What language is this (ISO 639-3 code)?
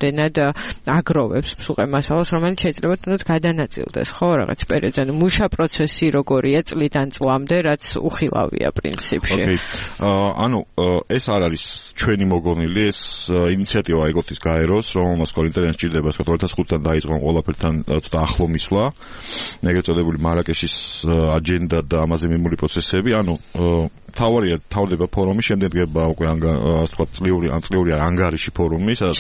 kat